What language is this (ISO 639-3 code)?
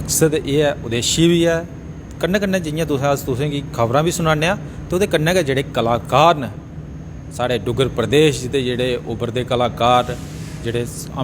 doi